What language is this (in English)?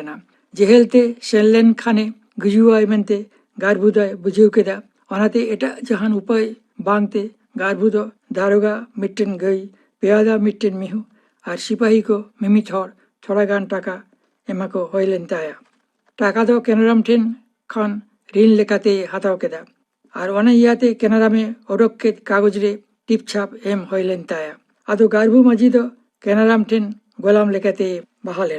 Santali